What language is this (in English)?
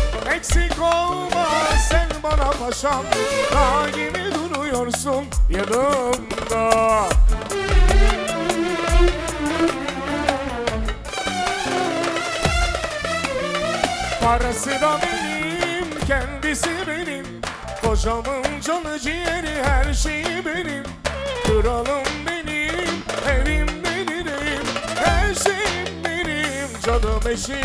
Turkish